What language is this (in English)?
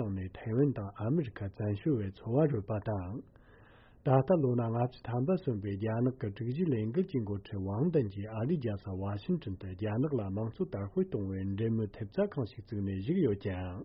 Latvian